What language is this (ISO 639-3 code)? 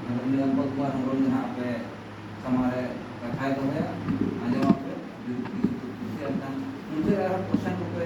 sat